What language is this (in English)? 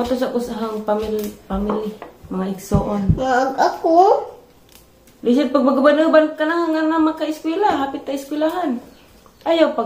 Cebuano